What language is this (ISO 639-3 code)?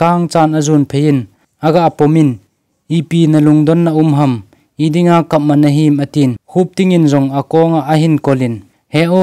tcz